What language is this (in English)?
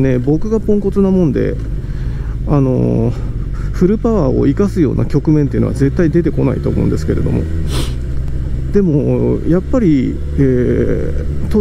Japanese